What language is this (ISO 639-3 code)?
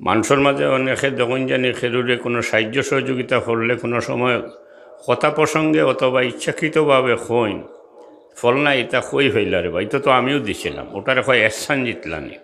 syl